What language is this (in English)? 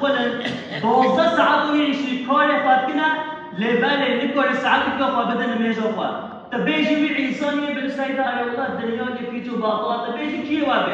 Kurdish